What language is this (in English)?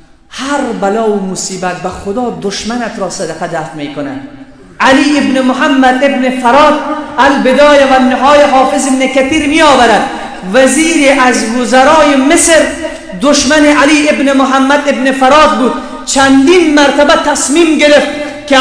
Persian